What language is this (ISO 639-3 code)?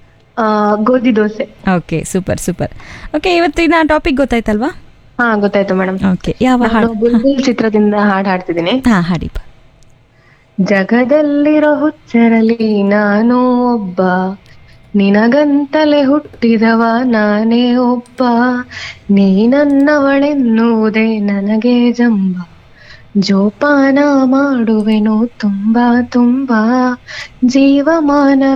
kan